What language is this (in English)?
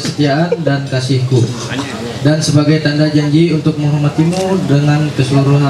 Ma'anyan